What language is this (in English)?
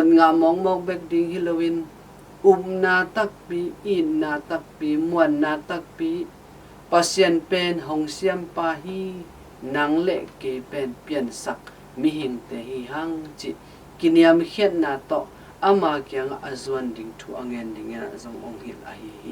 Tedim Chin